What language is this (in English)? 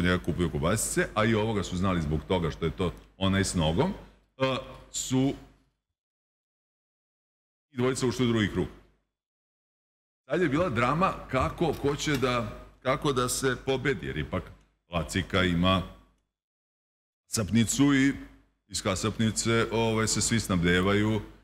Serbian